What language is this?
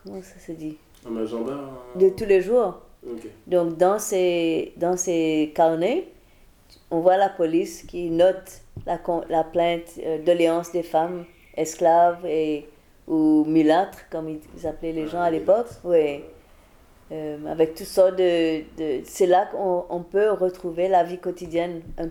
French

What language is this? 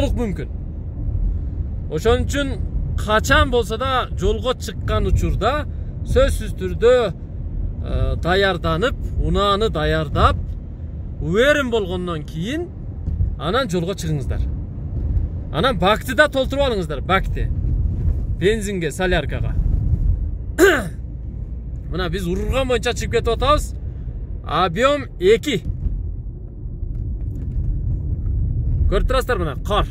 Kyrgyz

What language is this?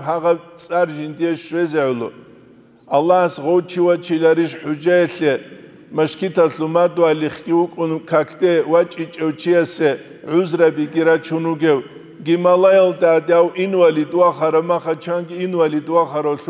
Avaric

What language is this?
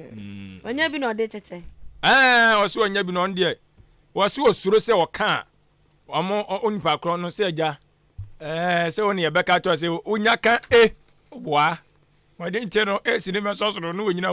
Akan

